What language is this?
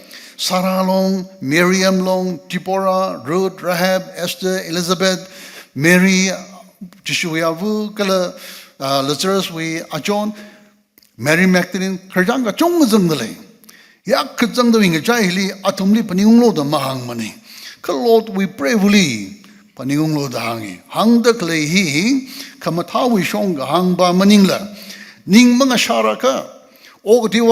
Tangkhul Naga (India)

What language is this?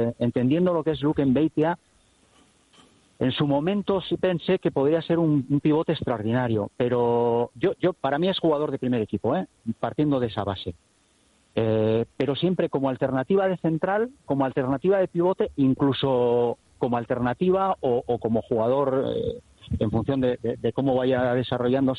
Spanish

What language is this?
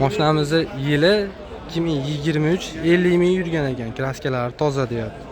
Uzbek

